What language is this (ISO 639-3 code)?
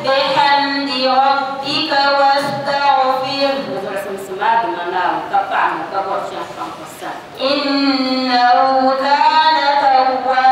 dag